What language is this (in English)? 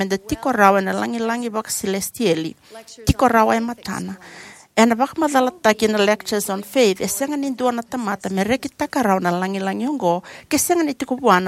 Fijian